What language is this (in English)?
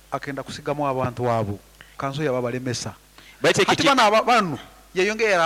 Nyankole